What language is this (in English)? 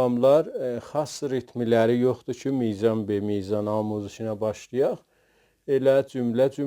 South Azerbaijani